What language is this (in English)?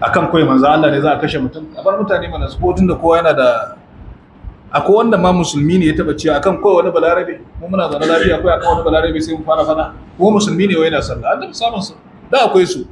Hausa